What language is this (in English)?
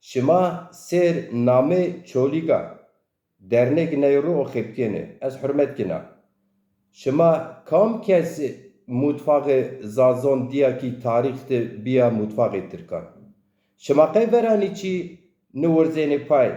Zaza